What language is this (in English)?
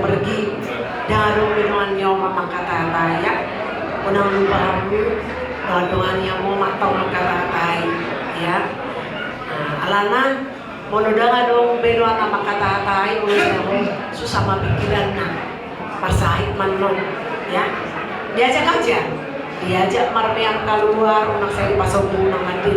Batak Toba